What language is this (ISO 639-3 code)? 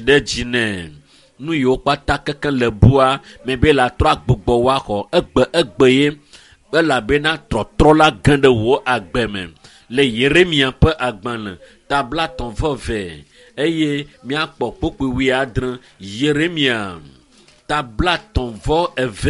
ewe